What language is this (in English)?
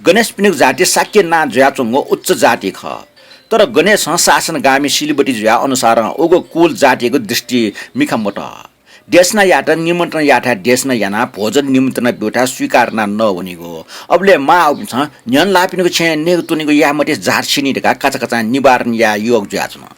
Newari